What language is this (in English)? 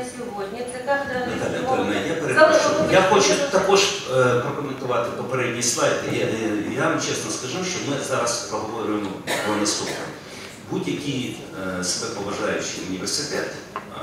Ukrainian